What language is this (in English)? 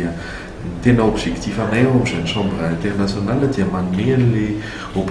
Malagasy